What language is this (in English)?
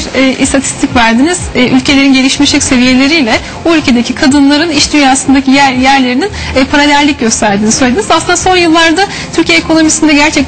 Turkish